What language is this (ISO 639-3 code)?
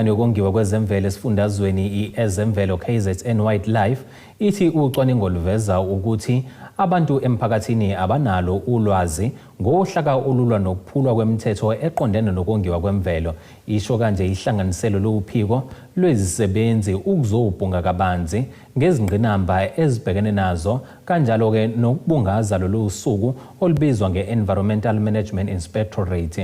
zul